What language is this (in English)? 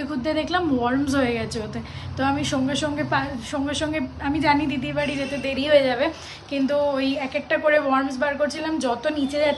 Bangla